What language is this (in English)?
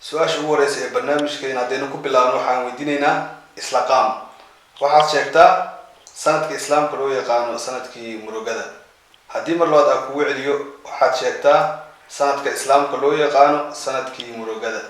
Somali